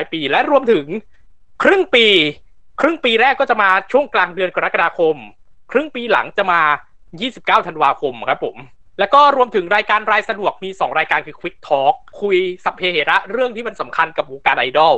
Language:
Thai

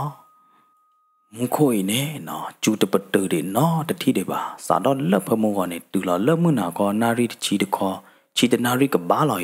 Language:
S'gaw Karen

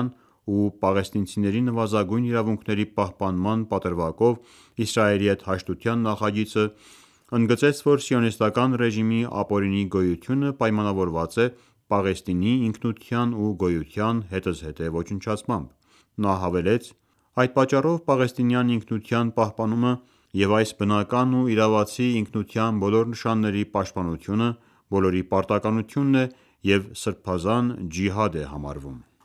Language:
Armenian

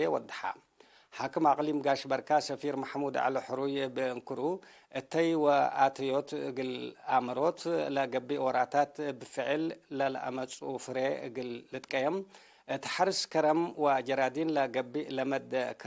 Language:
Tigre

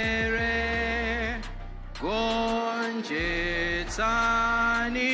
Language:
Nyanja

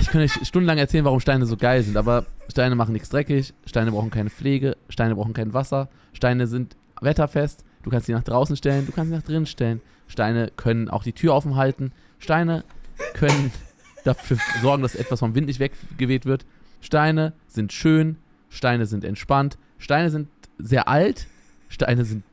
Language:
Swiss German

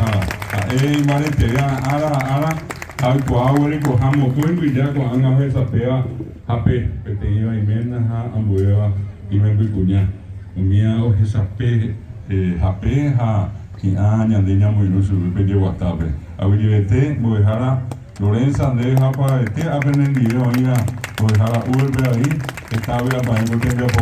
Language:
Guarani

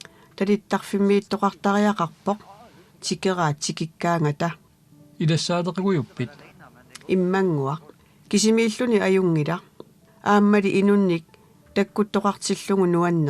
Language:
Kalaallisut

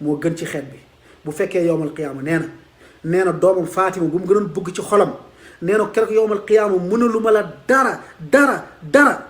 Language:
Wolof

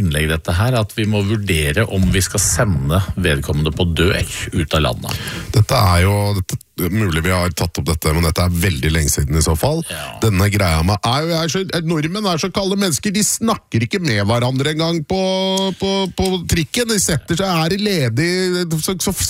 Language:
Norwegian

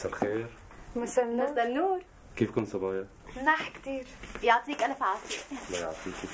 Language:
North Levantine Arabic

